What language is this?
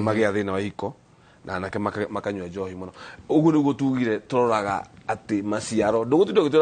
Kikuyu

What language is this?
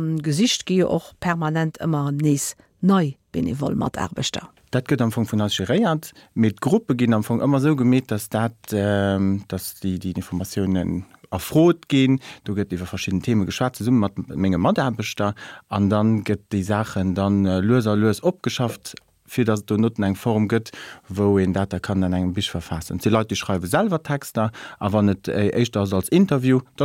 Luxembourgish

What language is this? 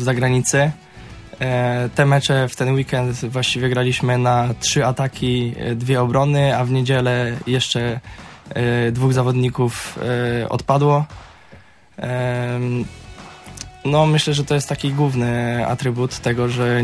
Polish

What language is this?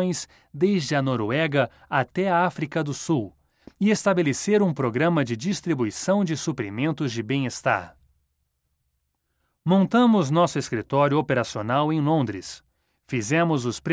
Portuguese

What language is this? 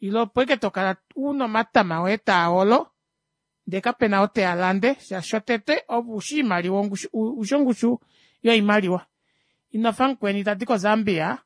Kuanyama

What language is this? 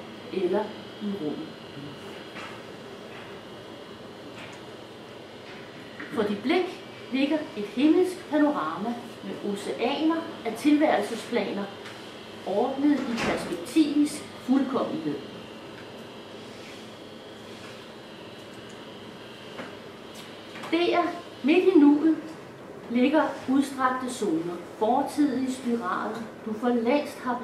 Danish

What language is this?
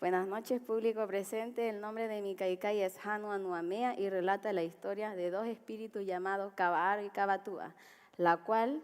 Rapanui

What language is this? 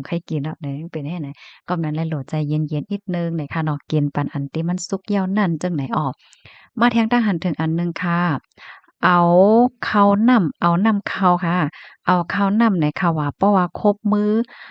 Shan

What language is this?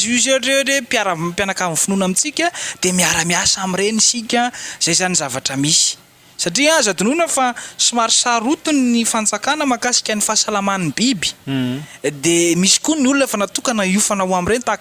Malagasy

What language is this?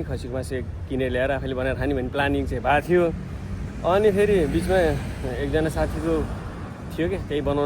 Nepali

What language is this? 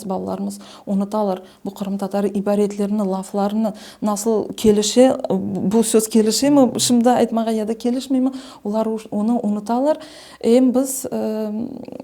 Crimean Tatar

